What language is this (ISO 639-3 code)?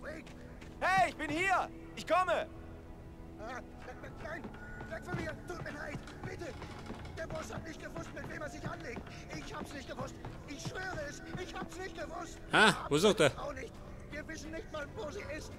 bar